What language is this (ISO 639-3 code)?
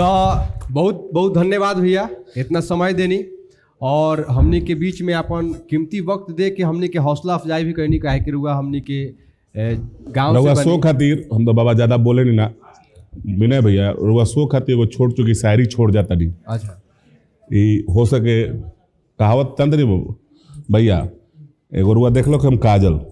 bho